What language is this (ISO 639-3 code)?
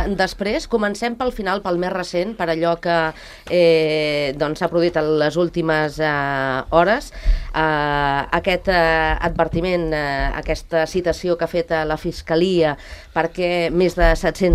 cat